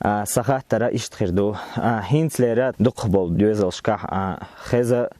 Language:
Chechen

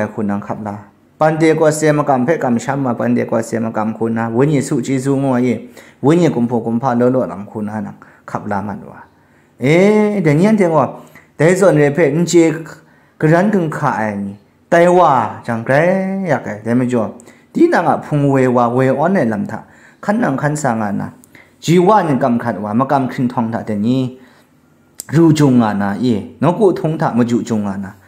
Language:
Kachin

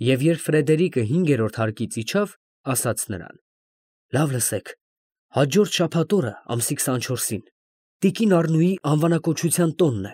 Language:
Armenian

